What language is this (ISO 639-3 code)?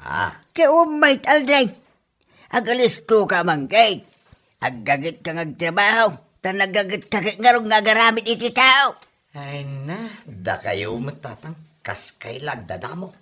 ilo